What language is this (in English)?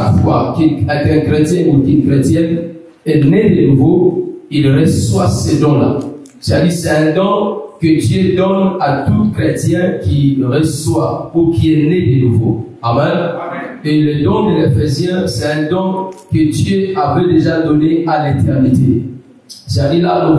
French